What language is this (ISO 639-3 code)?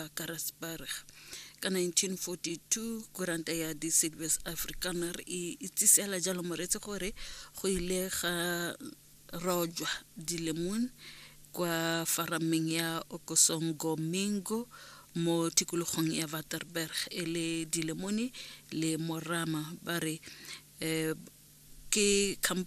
tsn